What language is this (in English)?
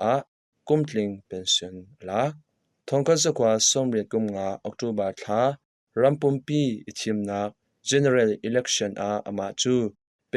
Hakha Chin